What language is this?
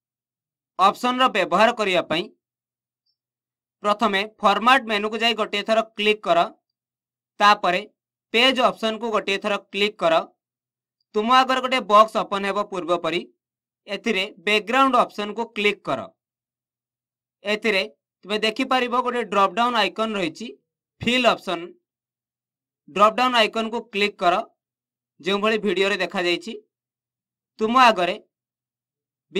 Odia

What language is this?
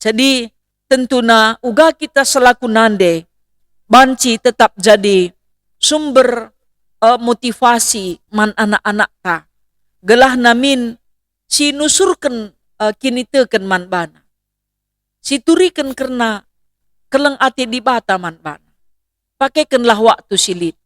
Batak Karo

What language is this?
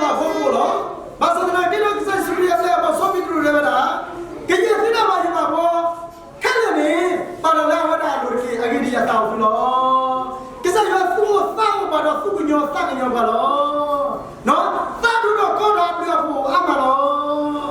S'gaw Karen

